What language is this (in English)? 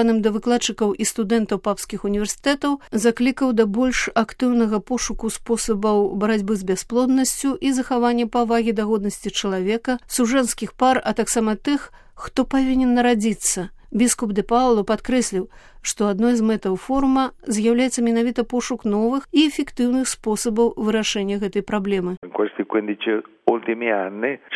Belarusian